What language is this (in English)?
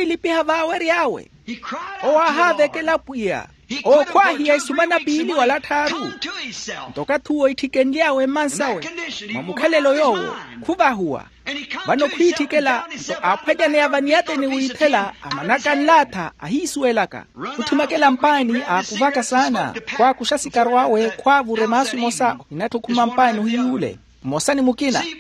Makhuwa